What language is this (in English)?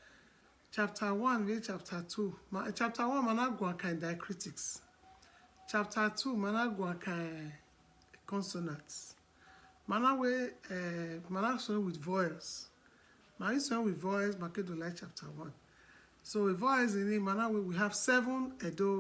Bini